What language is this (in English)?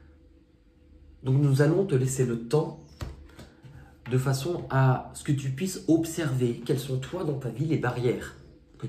French